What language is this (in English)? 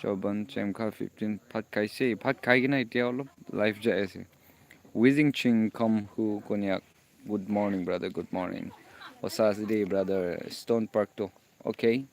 Naga Pidgin